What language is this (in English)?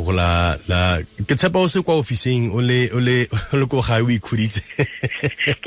Tswana